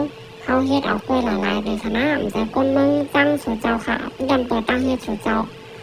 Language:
Shan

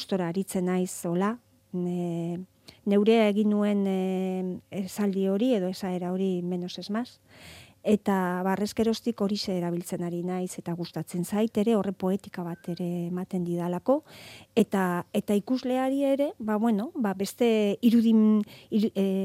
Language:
Basque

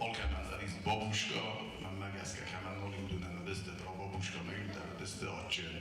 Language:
Ossetic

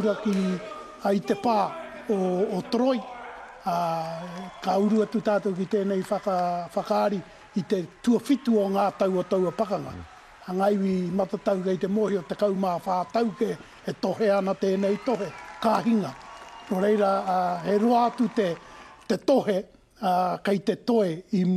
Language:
Māori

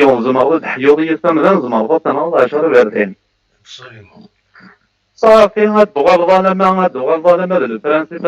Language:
Kabyle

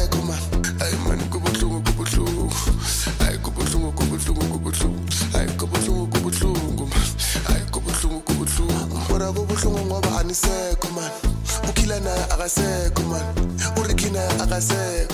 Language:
Zulu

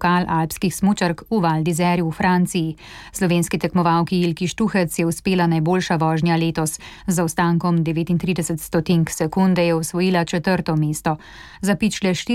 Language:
Slovenian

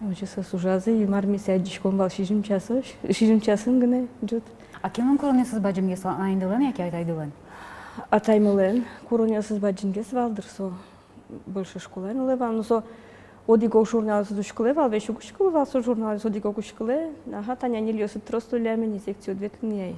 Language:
Udmurt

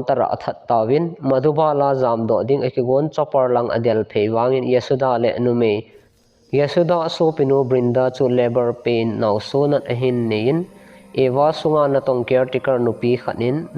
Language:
Thado Chin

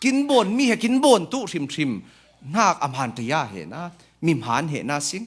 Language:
Falam Chin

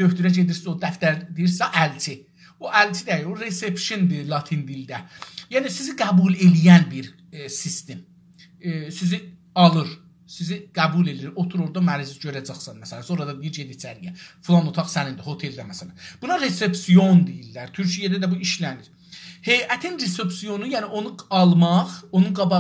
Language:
South Azerbaijani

